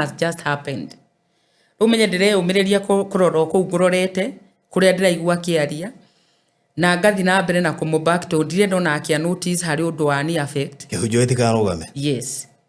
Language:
Kikuyu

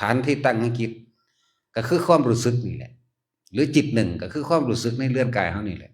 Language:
Northeastern Thai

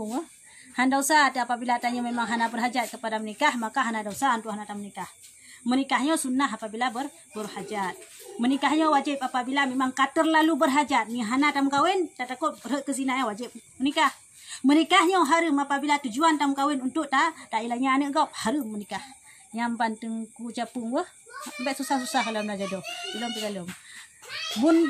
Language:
Achinese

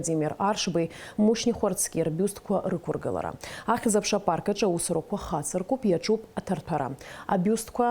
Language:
Abkhazian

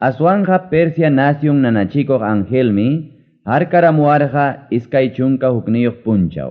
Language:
Ayacucho Quechua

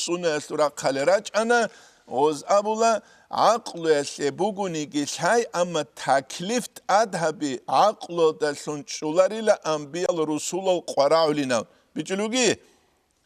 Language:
Avaric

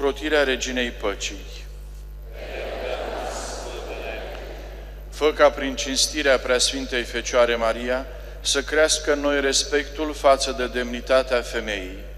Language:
Romanian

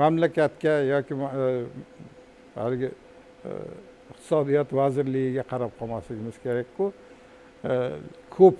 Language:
Uzbek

